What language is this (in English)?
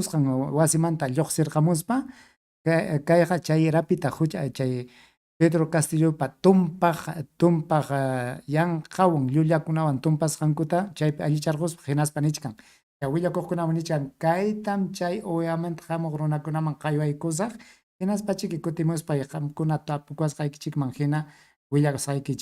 Ayacucho Quechua